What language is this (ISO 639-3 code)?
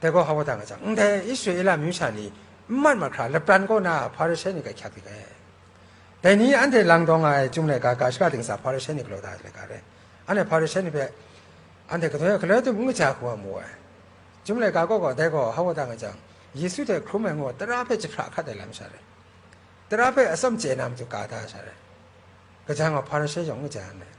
kac